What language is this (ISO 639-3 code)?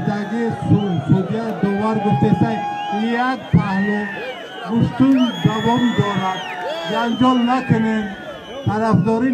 tgk